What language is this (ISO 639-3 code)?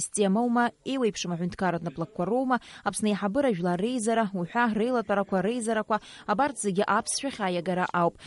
abk